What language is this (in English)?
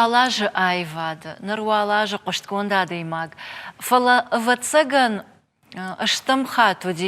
Ossetic